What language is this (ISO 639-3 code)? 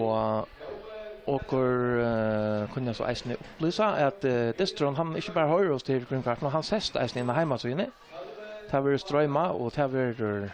fao